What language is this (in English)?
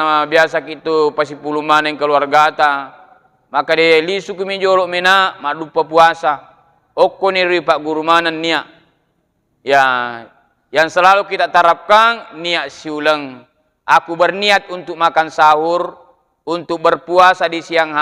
Buginese